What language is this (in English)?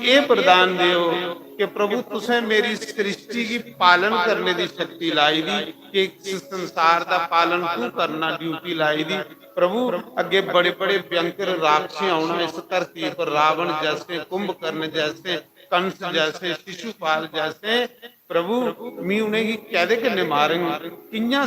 Dogri